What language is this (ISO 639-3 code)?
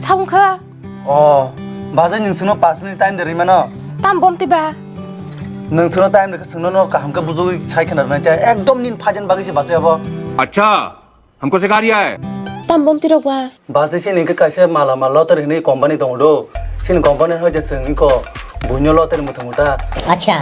trp